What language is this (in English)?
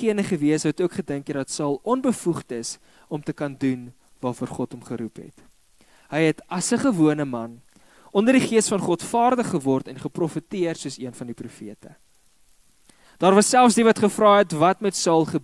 Afrikaans